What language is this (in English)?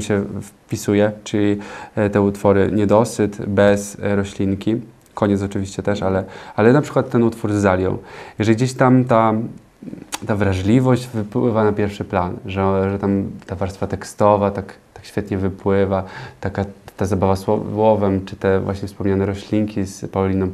Polish